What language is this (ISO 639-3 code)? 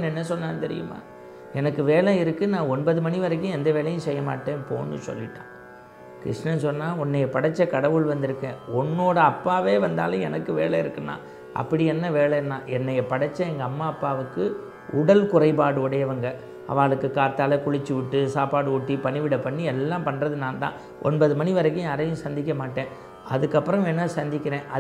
tam